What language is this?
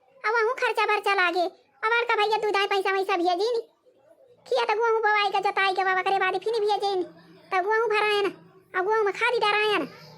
Awadhi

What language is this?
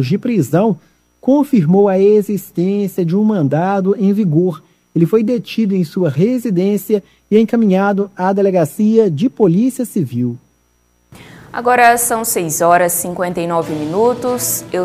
Portuguese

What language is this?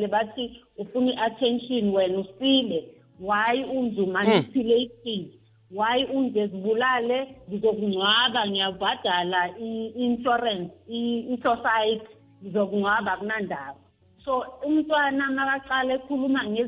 South Ndebele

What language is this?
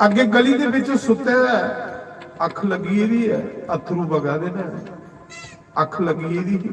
Dogri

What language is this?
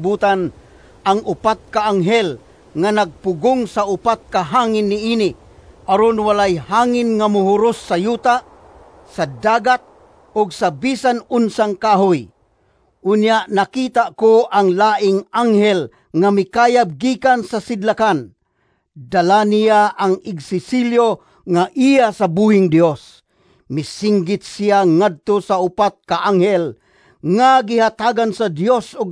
Cebuano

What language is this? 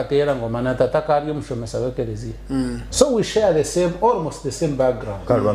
Nyankole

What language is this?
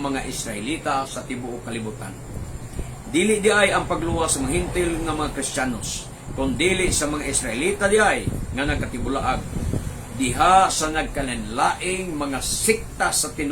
Cebuano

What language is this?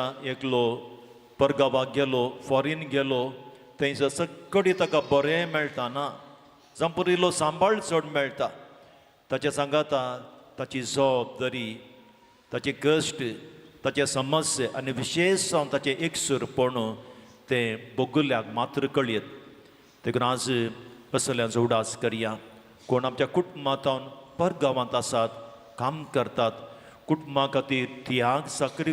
Konkani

